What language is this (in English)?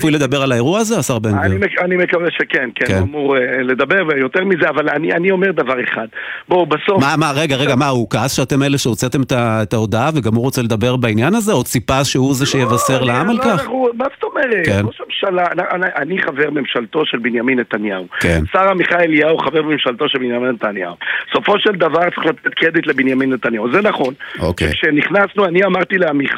Hebrew